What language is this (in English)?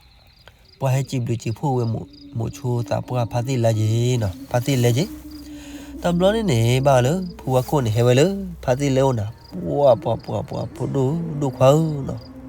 S'gaw Karen